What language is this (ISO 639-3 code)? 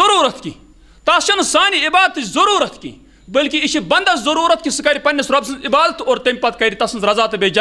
kas